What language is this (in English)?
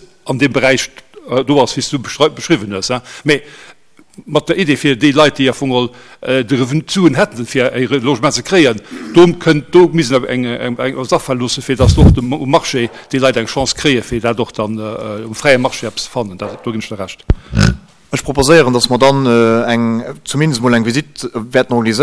Luxembourgish